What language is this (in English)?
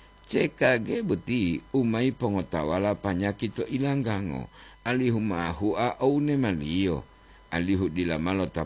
Gorontalo